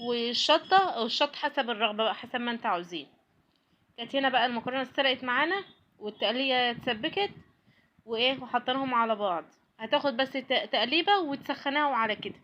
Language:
Egyptian Arabic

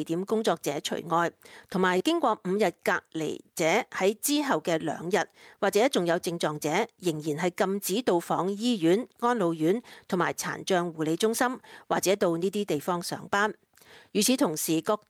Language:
Cantonese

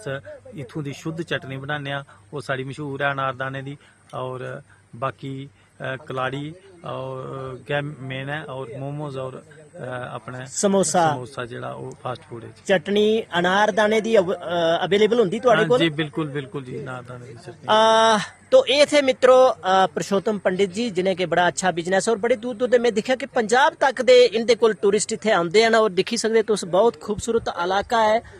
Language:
Dogri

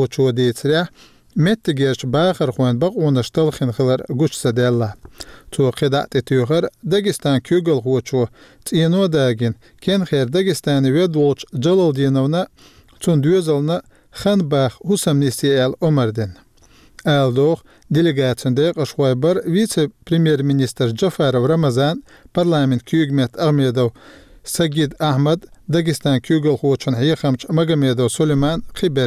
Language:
Chechen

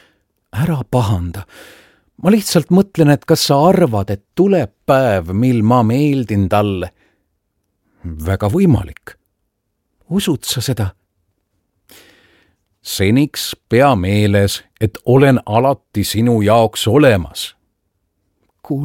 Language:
Estonian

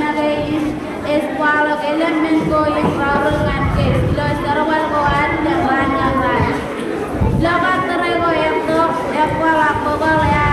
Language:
Marshallese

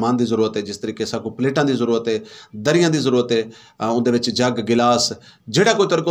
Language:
Saraiki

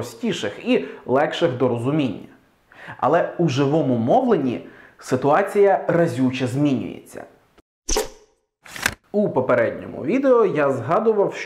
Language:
Ukrainian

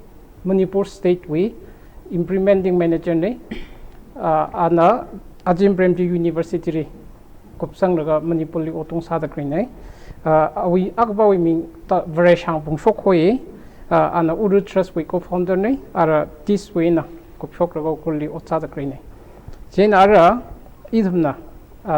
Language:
Tangkhul Naga (India)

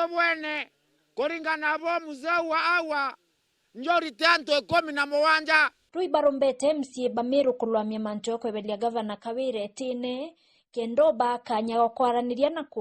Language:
Meru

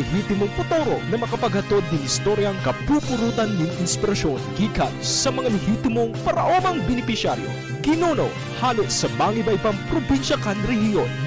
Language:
Bikol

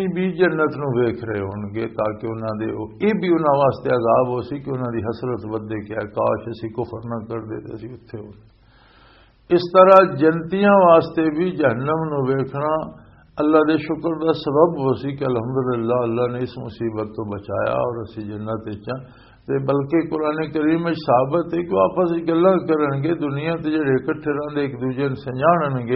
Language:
Western Panjabi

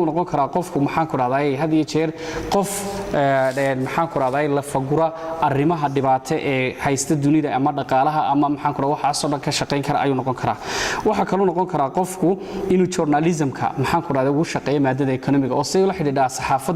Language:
Somali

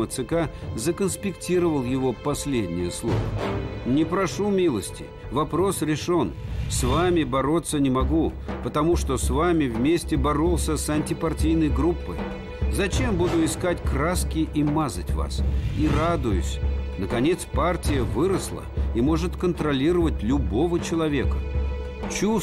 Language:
Russian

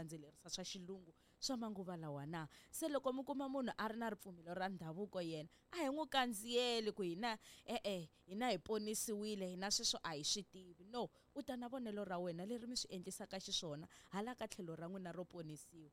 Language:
Tsonga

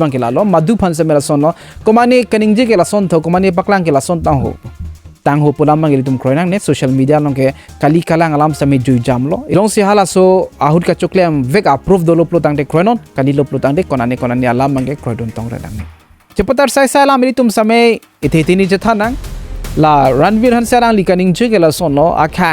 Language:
Karbi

